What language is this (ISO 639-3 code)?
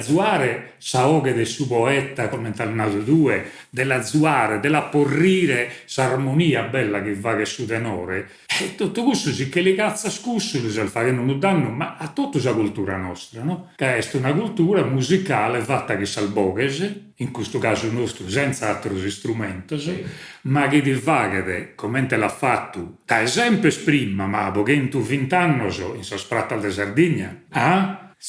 srd